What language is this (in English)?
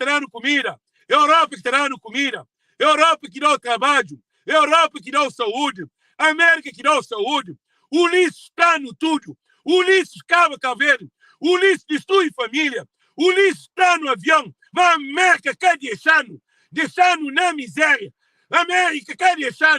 Kabuverdianu